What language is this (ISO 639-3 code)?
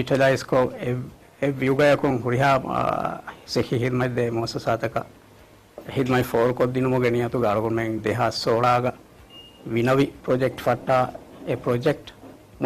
div